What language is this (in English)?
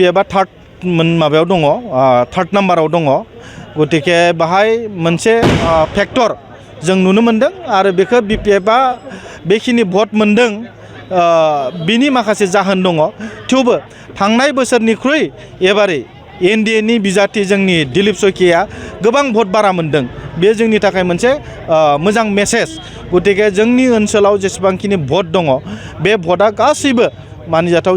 Bodo